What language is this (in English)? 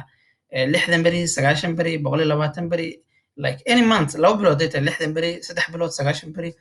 Somali